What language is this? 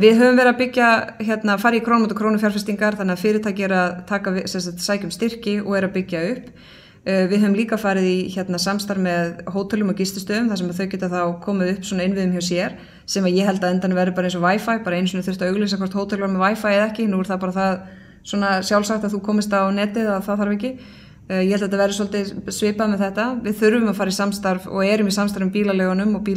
Icelandic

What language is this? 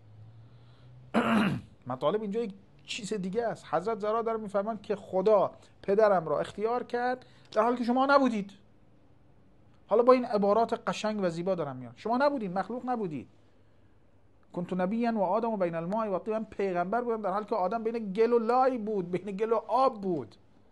Persian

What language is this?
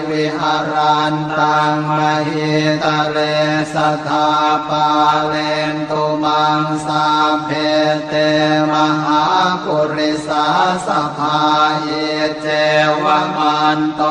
Pali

